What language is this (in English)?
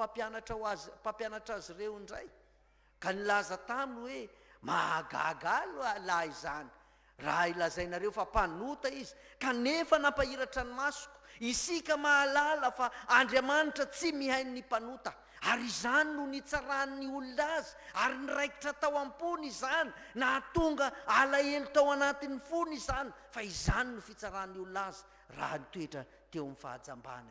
Malagasy